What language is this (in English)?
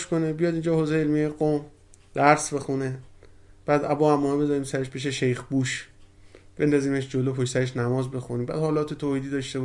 Persian